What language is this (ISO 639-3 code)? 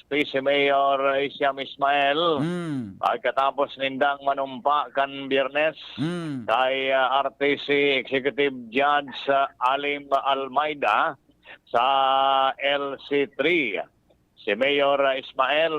bik